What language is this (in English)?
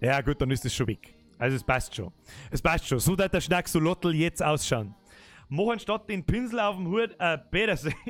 Bavarian